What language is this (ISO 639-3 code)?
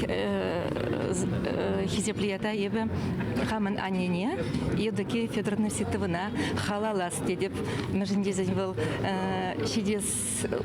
chv